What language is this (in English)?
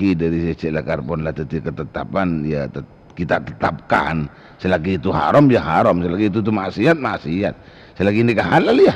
Madurese